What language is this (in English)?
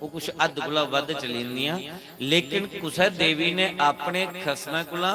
Dogri